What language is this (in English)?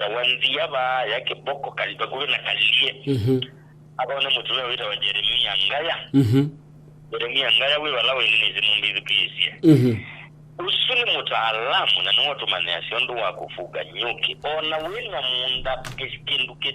Kamba